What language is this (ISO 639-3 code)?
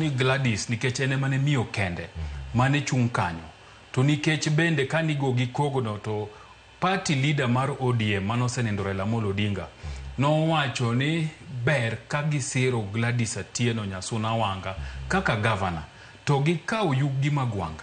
luo